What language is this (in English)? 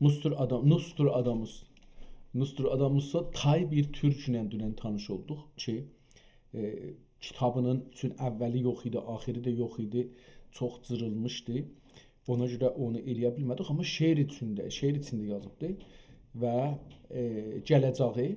South Azerbaijani